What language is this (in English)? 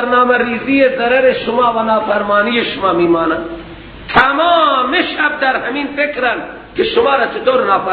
Persian